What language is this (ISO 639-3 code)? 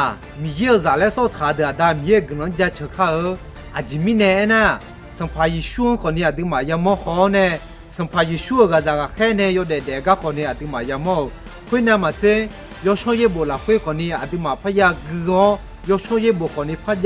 ahk